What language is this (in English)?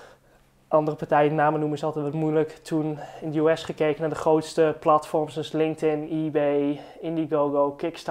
Dutch